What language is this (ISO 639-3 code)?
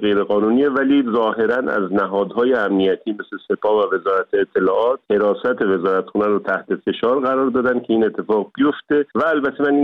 fas